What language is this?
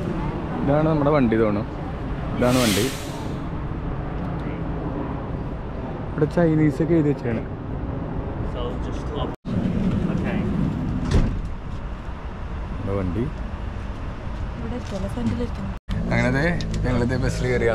Malayalam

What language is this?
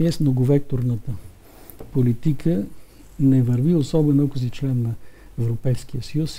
Bulgarian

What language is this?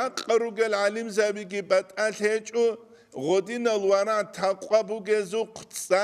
Avaric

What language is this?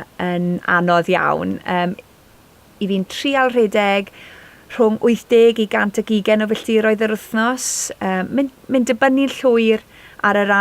Welsh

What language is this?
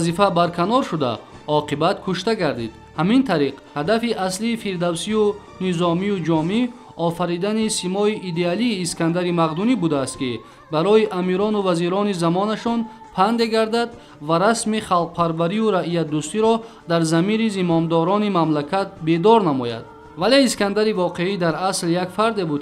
Tajik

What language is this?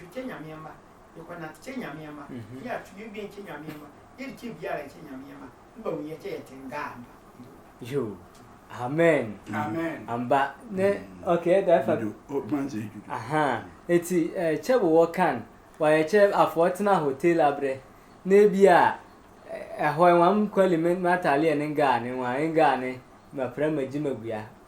Sehwi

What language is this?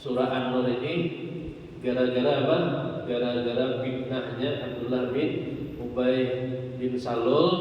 Banjar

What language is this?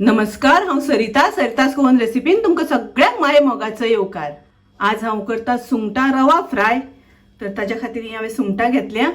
Konkani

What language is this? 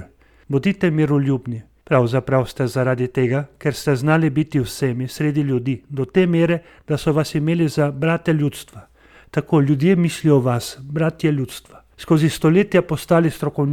Slovenian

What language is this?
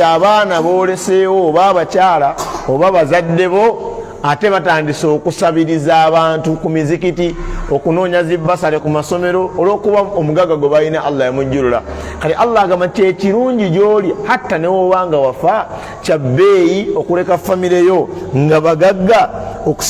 Ganda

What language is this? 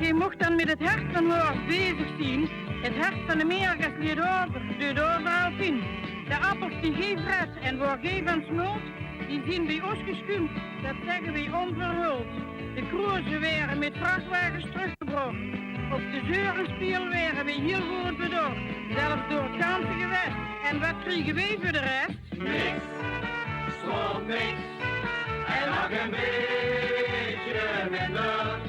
Limburgish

